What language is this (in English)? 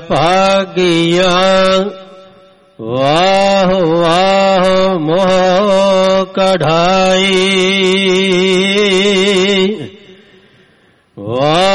Punjabi